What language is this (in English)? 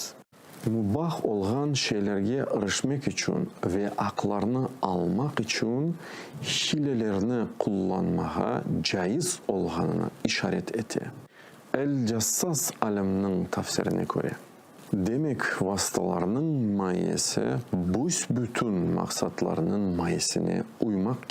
Crimean Tatar